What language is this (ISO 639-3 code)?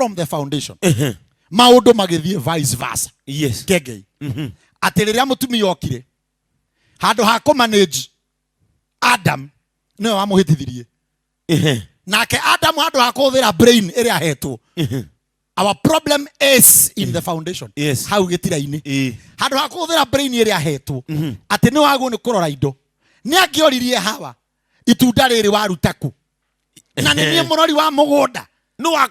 kik